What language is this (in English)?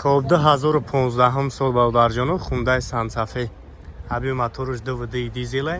Tajik